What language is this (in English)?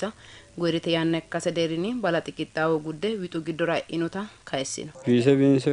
Sidamo